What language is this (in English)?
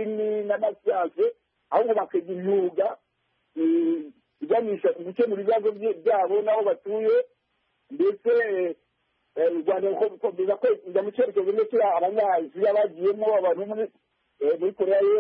Kinyarwanda